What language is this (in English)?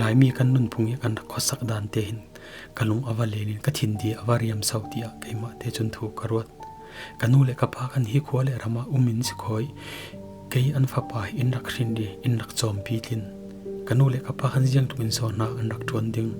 Falam Chin